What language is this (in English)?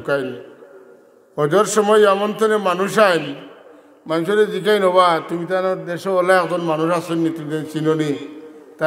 Sylheti